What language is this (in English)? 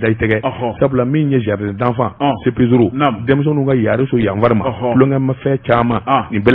Bambara